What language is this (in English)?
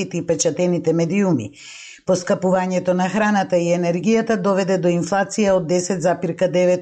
Macedonian